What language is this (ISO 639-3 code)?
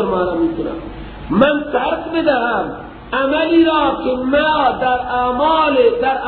fas